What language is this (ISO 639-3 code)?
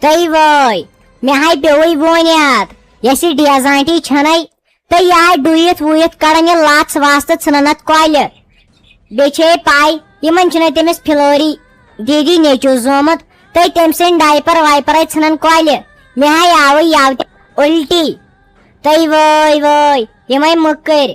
kas